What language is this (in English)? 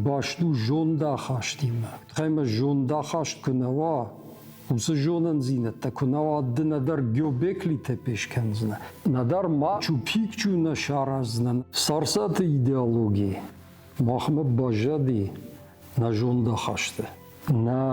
Ossetic